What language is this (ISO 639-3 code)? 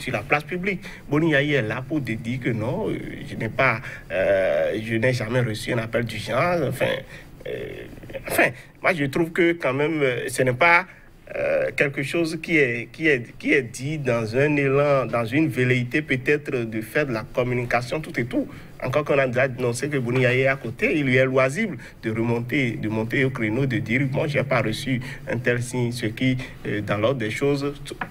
fra